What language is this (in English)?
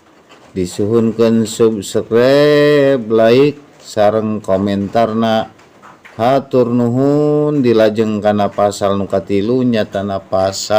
Sundanese